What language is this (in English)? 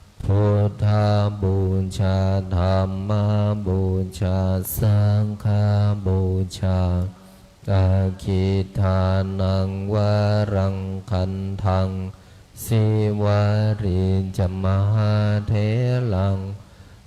Pali